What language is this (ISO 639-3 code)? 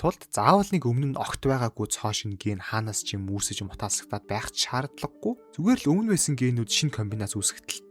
mon